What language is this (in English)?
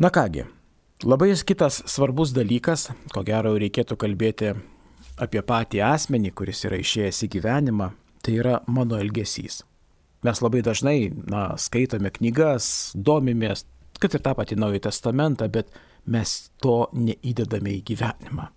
Lithuanian